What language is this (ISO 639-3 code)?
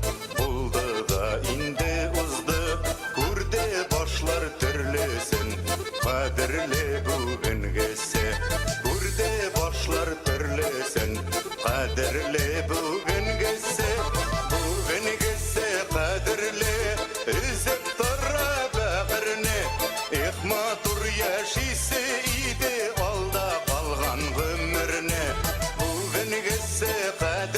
bak